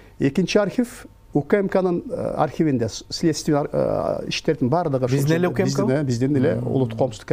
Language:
Kyrgyz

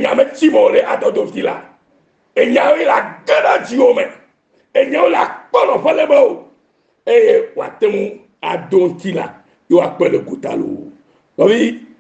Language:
Ewe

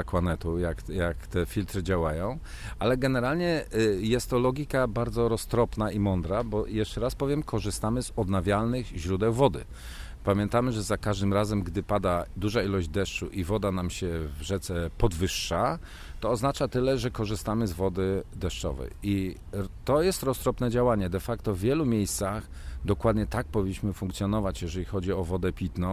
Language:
Polish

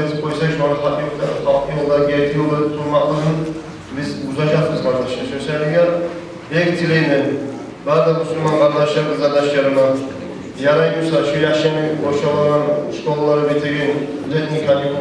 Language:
Kumyk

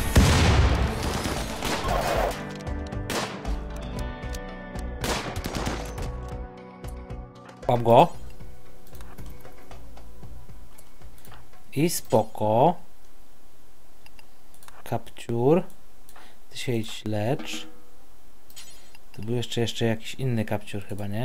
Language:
Polish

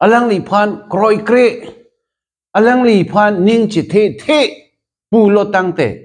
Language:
Karbi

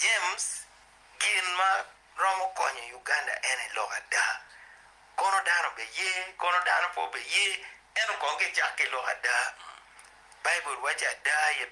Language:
Acoli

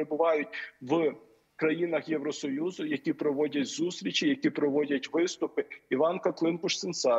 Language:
Ukrainian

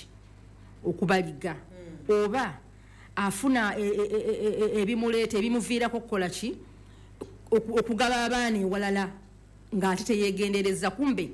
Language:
Ganda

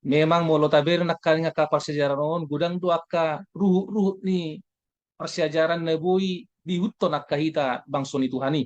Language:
Batak Toba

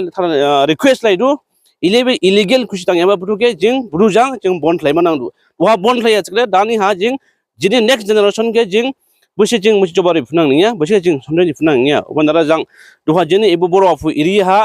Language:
Dimasa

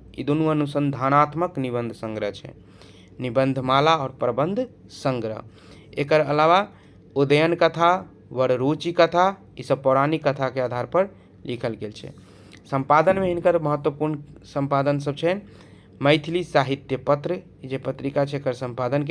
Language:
Maithili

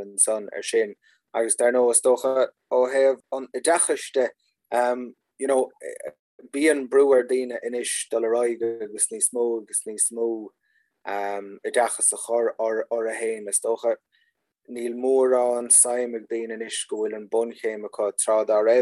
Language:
Irish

